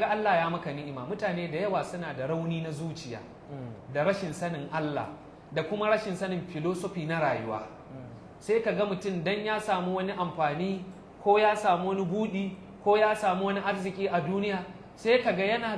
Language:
Hausa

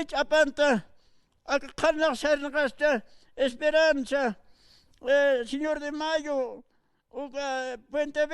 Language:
Aymara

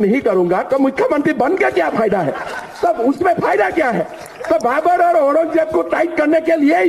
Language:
Hindi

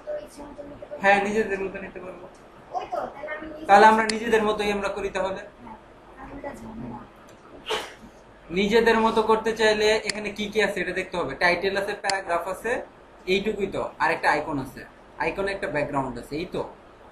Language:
Bangla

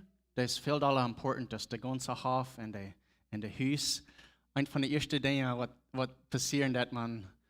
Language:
Plautdietsch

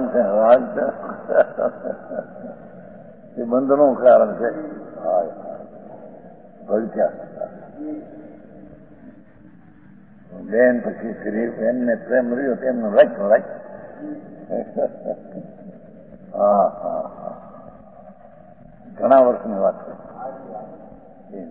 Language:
Gujarati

